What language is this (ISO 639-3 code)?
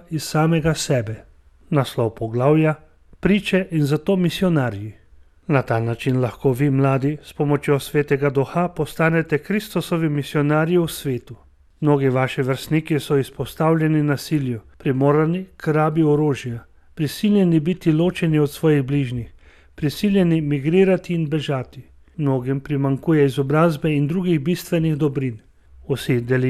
slv